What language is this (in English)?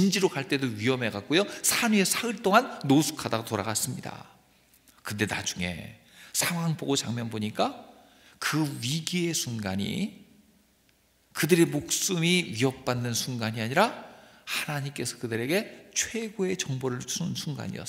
Korean